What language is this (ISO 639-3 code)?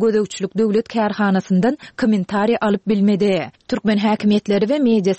tuk